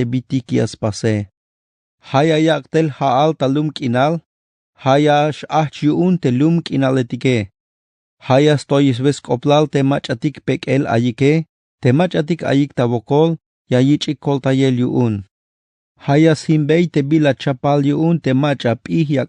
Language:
Tzeltal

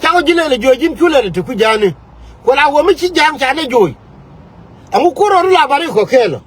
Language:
Nuer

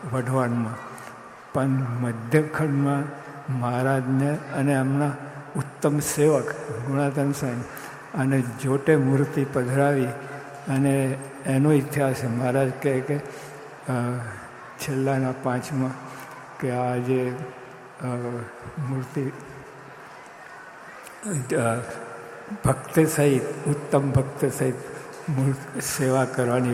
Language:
Gujarati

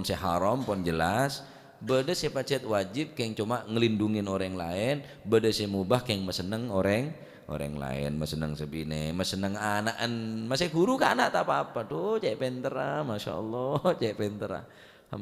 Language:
Madurese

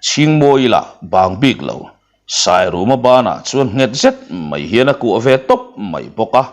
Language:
Mizo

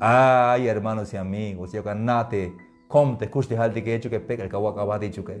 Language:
Tzeltal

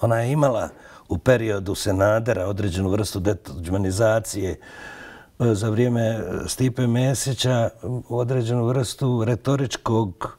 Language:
Bosnian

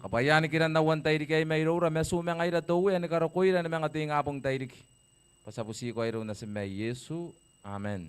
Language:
Gilbertese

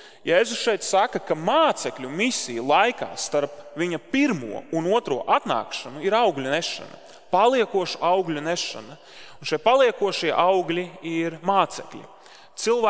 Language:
Latvian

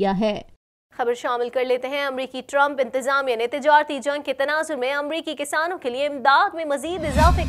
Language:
Urdu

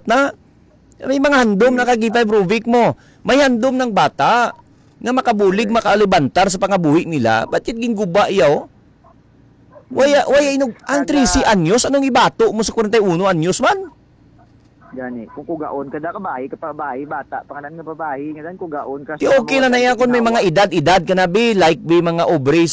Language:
Hiligaynon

